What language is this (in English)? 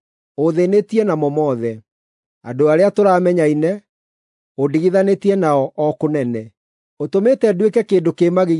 Kikuyu